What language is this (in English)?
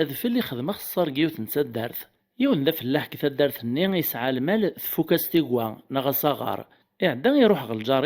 Kabyle